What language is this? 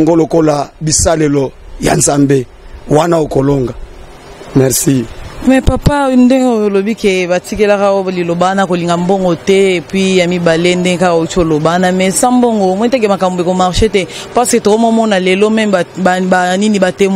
Lingala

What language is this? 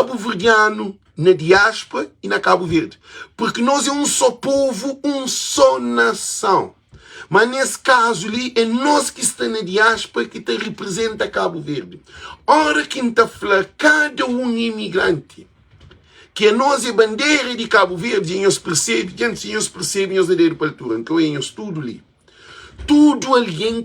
Kabuverdianu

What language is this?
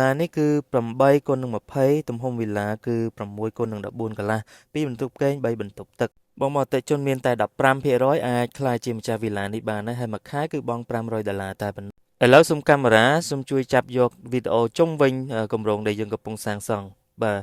Khmer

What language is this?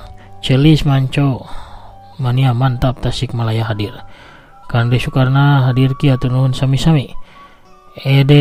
Sundanese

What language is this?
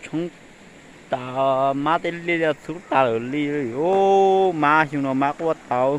Hmong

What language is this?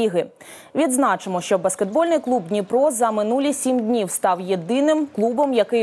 Ukrainian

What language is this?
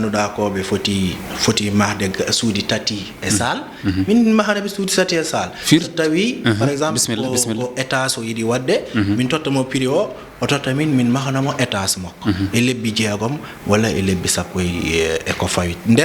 Fula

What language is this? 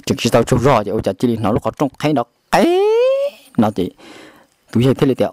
Hmong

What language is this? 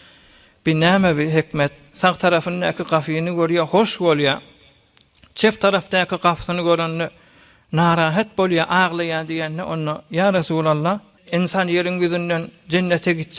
Turkmen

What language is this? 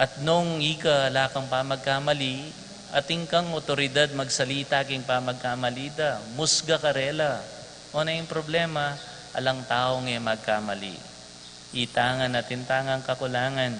Pampanga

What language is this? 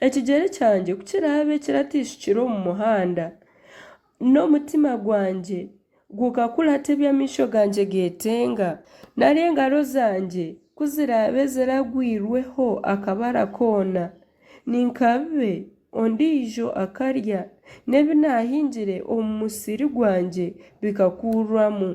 Nyankole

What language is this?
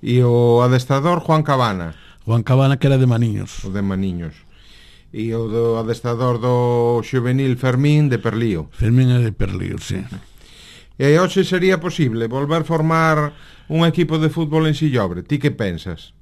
Galician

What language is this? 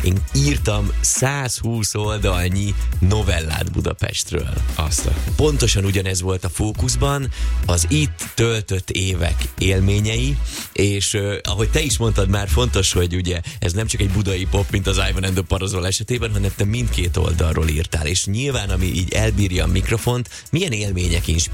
Hungarian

